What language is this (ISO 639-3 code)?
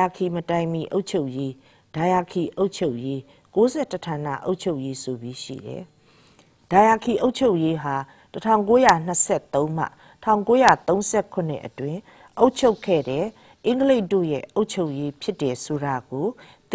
mya